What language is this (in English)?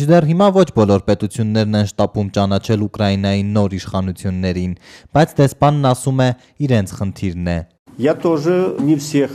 Armenian